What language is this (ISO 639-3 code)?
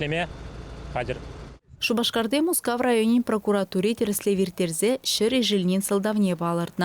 chv